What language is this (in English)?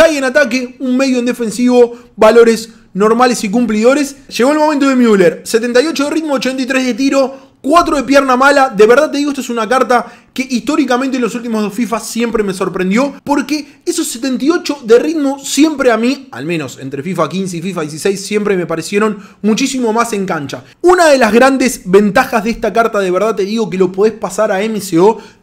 Spanish